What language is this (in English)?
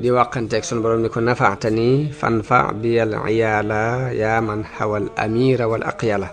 Wolof